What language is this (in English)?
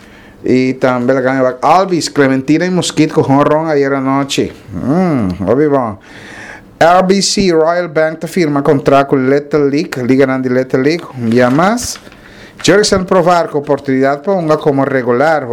Papiamento